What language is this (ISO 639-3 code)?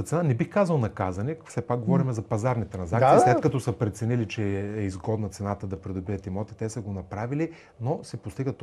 bul